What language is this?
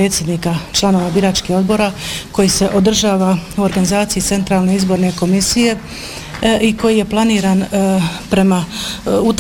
Bosnian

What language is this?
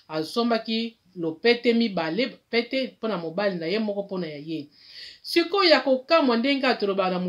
Lingala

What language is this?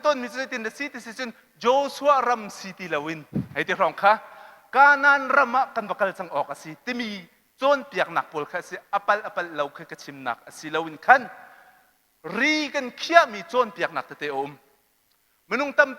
Hakha Chin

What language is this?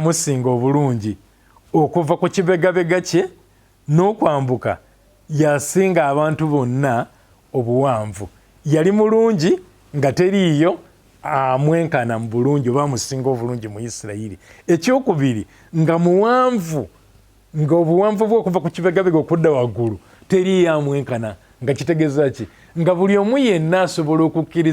Ganda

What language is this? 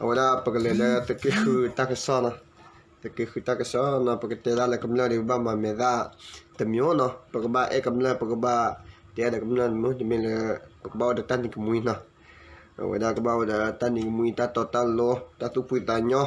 S'gaw Karen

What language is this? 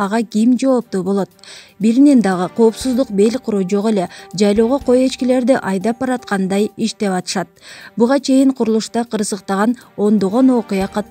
Kyrgyz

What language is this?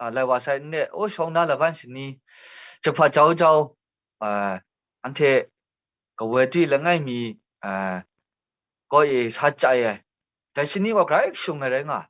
Kachin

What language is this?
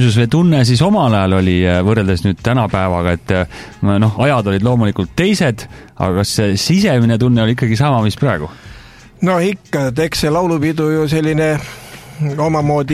Estonian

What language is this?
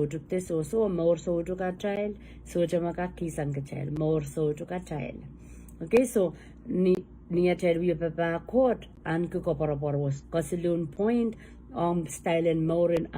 Pohnpeian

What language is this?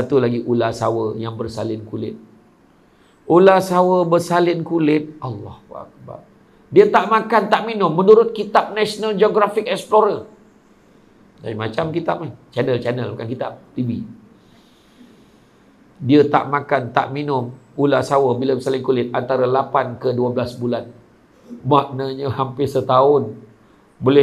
Malay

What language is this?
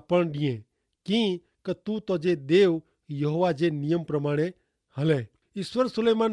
Kachhi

